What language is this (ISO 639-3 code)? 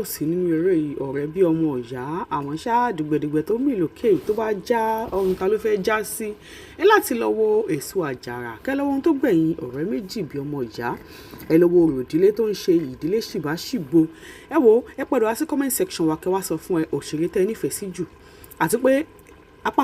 yor